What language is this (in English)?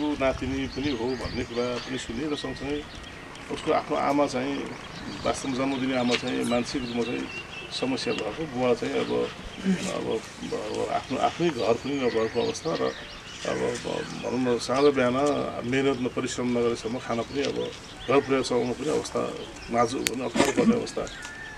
Nepali